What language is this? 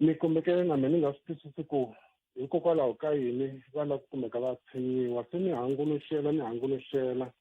Tsonga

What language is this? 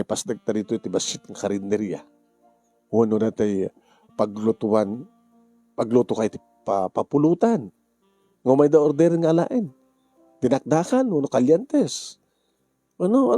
Iloko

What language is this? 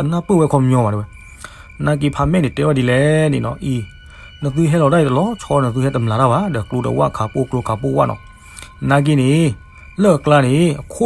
S'gaw Karen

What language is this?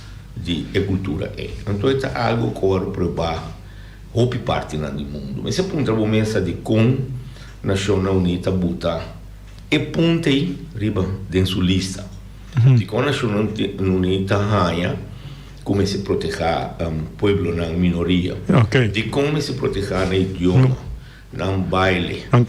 Papiamento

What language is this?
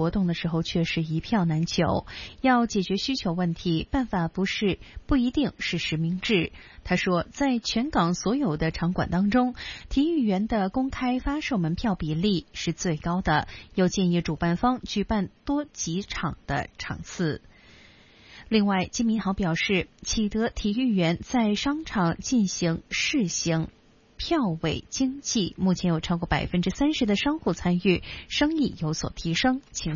Chinese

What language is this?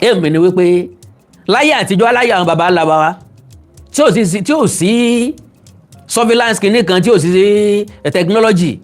Yoruba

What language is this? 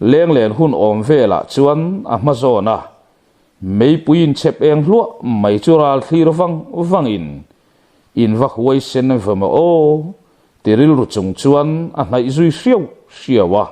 Mizo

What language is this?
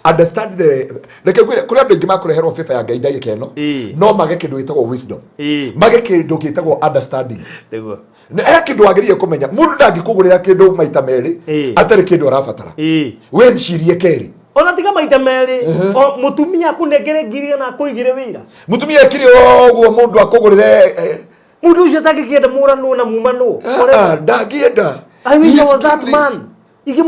Kikuyu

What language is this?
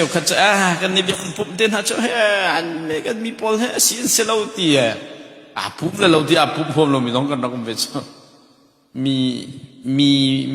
Hakha Chin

